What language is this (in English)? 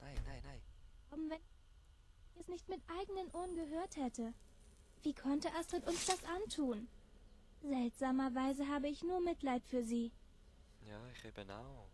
Swiss German